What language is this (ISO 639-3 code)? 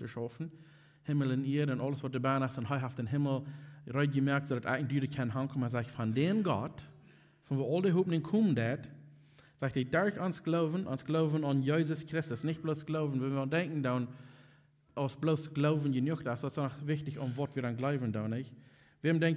pdt